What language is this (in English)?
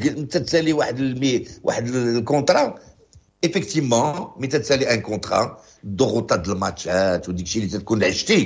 Moroccan Arabic